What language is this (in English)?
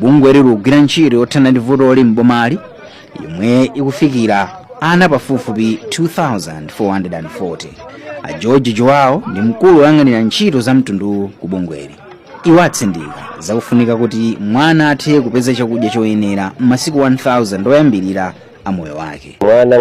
Nyanja